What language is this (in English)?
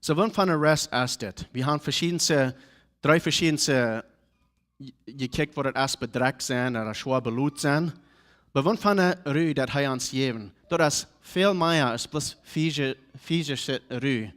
Plautdietsch